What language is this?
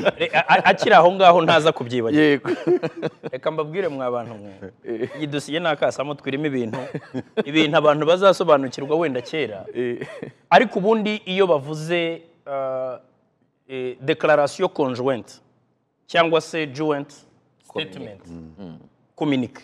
Kinyarwanda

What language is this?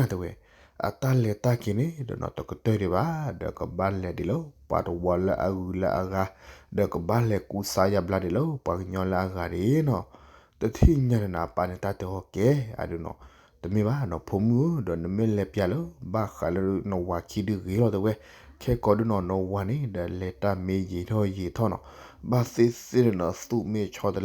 S'gaw Karen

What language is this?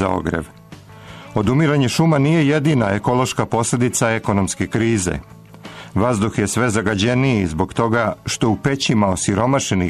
Serbian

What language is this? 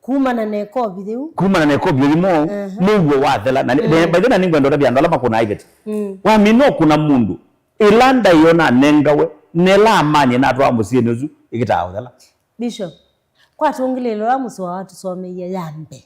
Kamba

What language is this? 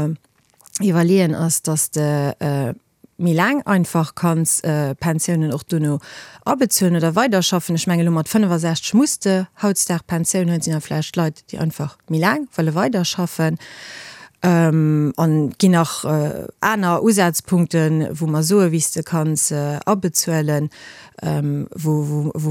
Luxembourgish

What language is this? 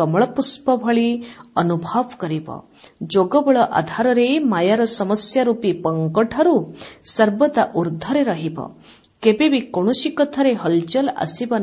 Odia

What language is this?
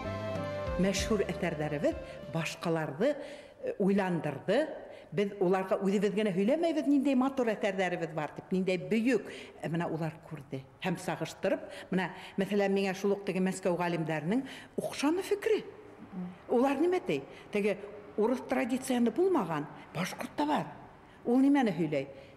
Bashkir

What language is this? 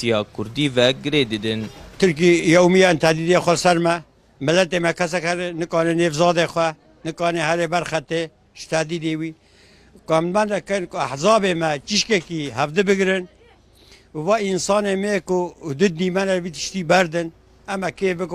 Kurdish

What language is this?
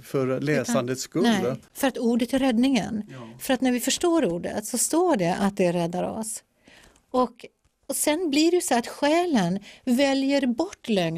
Swedish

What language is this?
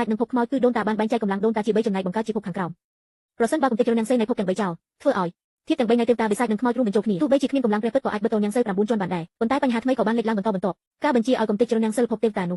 Khmer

